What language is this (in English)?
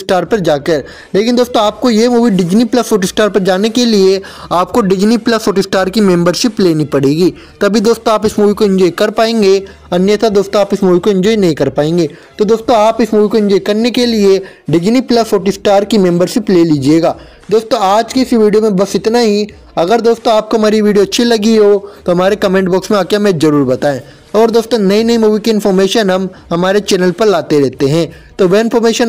Hindi